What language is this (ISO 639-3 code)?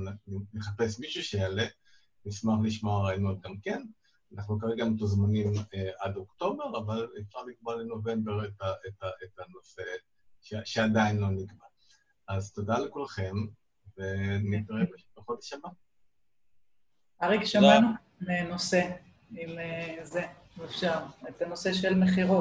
heb